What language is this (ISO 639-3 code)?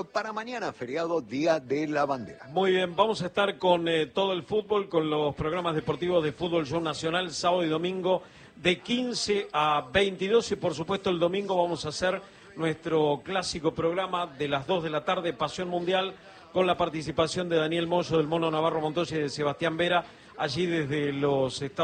spa